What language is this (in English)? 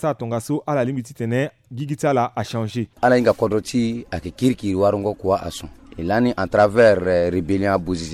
Sango